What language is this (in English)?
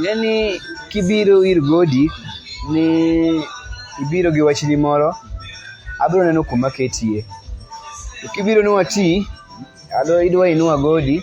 Luo (Kenya and Tanzania)